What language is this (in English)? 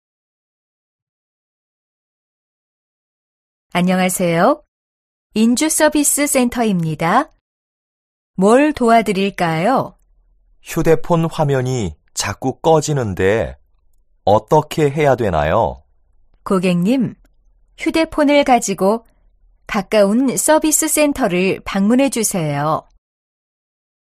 Korean